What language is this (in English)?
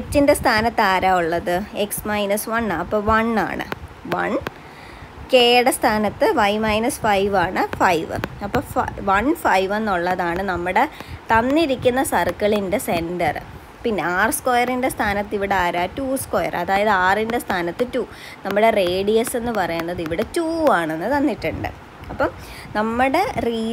Malayalam